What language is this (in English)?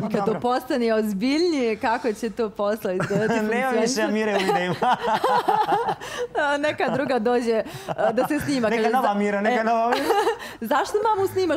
Bosnian